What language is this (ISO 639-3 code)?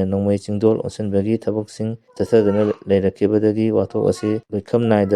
mni